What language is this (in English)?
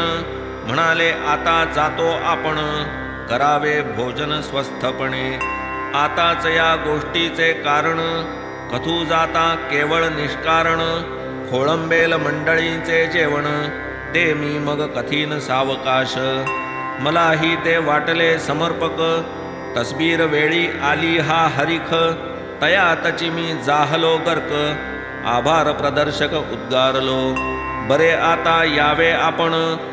Marathi